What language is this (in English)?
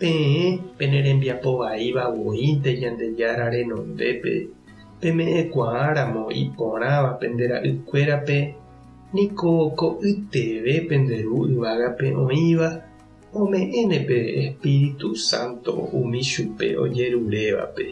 Guarani